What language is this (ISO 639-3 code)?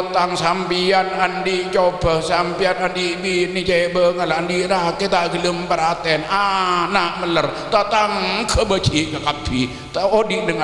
mad